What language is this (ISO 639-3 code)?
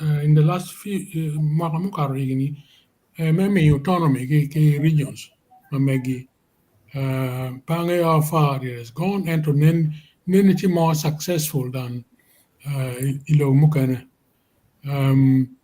ach